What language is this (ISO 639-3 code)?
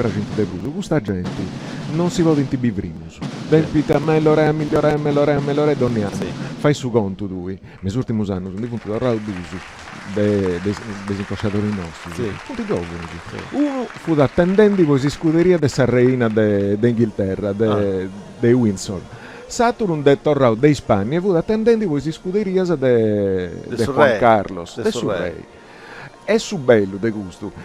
srd